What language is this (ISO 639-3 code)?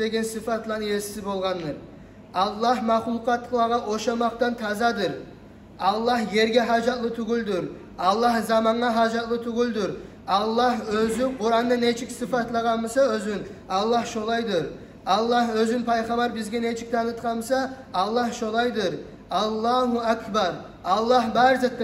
kum